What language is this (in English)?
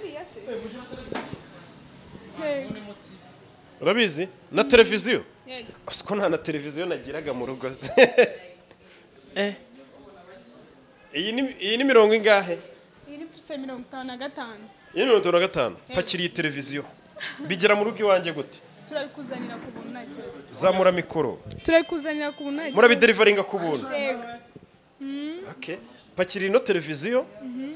Kinyarwanda